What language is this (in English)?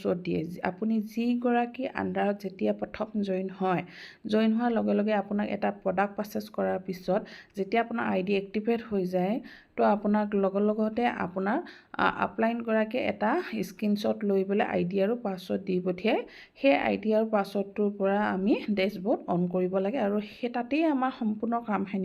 Assamese